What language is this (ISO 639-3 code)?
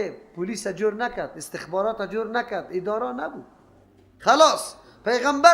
fas